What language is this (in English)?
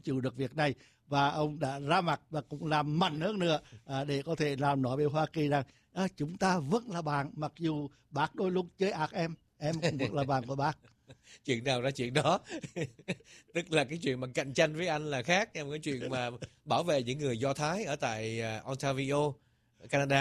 Vietnamese